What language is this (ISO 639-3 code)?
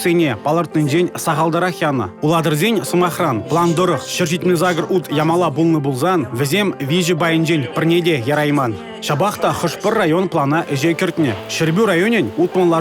chv